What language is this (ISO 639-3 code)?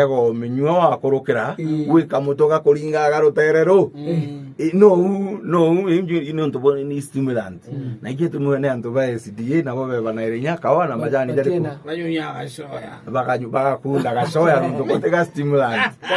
mer